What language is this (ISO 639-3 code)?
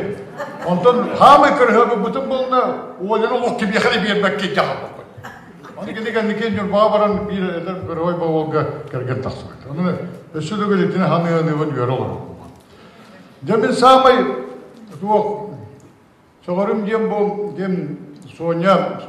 sah